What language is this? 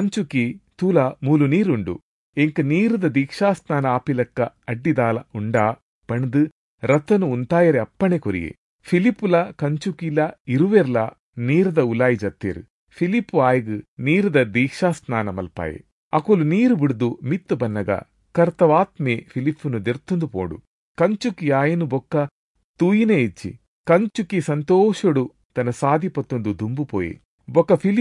Tulu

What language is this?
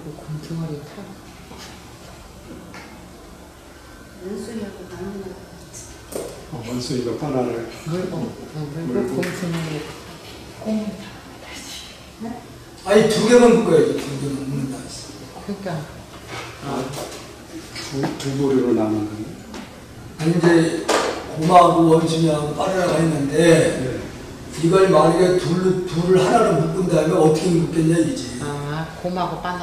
Korean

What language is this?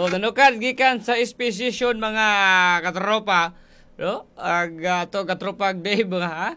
Cebuano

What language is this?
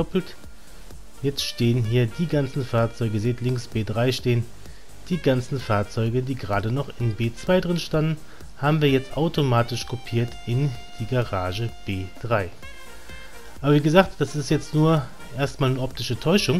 German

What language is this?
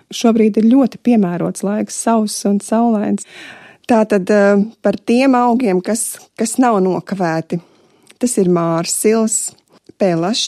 Latvian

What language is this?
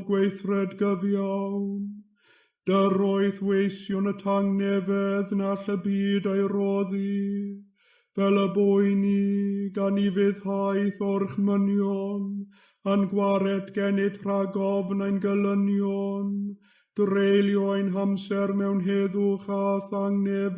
Welsh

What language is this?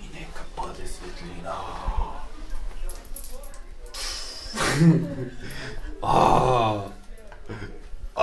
Bulgarian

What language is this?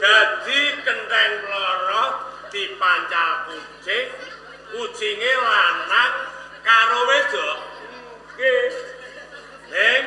Javanese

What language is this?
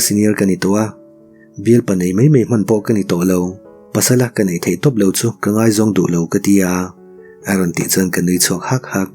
Mizo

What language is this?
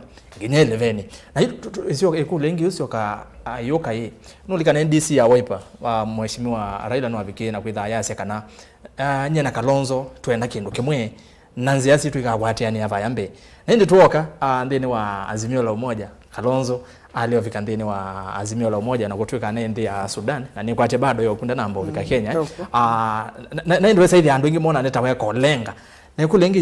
Kamba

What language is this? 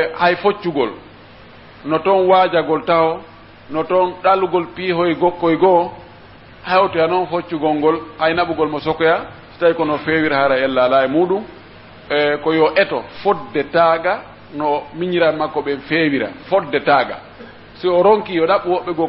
Pular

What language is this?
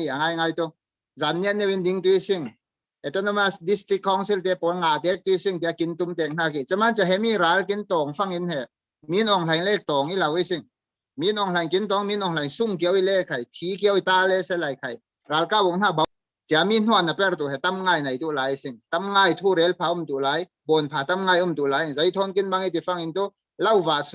Falam Chin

